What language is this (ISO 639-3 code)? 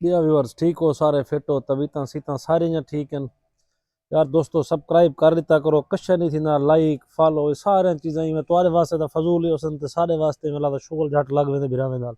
skr